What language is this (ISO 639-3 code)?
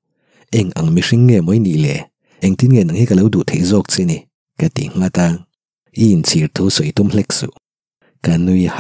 lus